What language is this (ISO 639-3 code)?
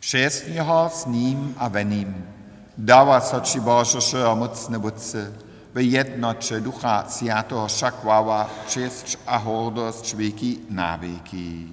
hsb